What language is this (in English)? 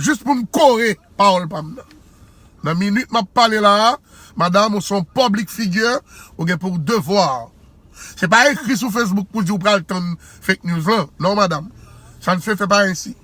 Haitian Creole